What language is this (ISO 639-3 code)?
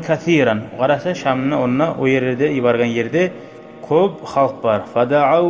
kum